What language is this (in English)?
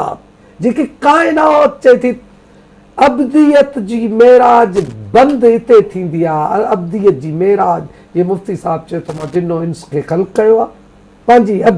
Sindhi